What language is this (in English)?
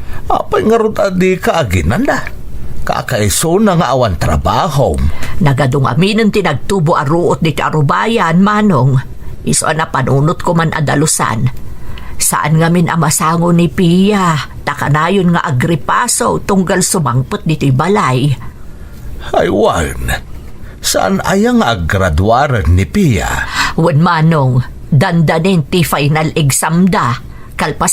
Iloko